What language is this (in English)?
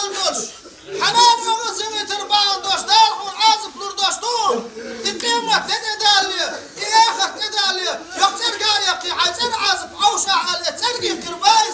Chechen